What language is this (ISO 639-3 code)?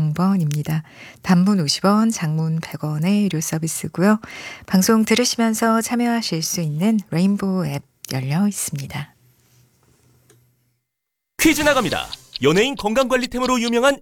kor